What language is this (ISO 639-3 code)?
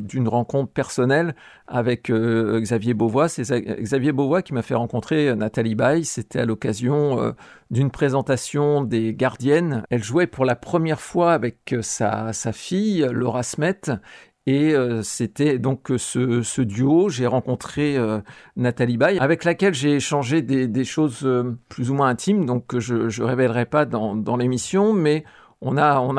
fra